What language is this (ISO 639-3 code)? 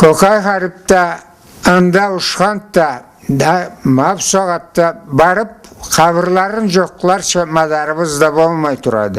krc